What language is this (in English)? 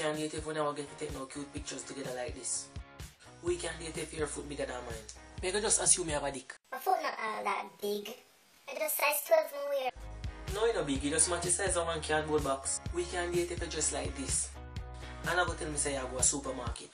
Jamaican Creole English